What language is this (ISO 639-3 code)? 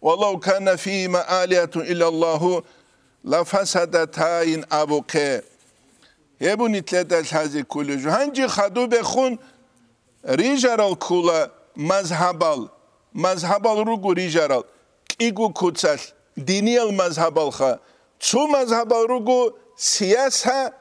ava